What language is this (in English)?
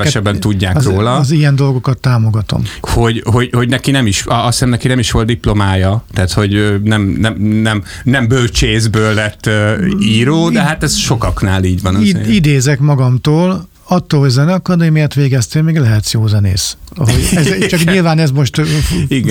Hungarian